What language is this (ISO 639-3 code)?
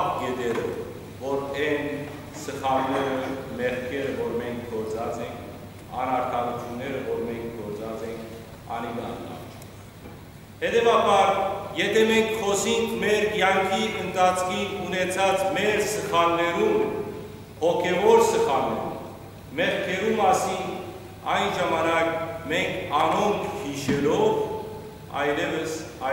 hyw